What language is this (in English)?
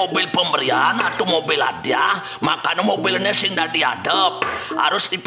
Balinese